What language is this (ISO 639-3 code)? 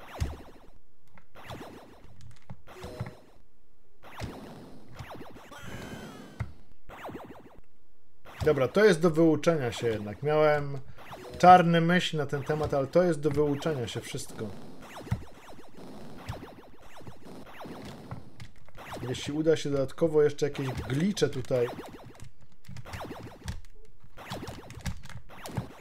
pol